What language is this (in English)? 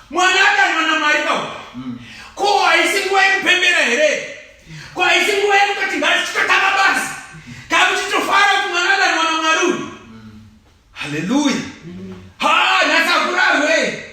Shona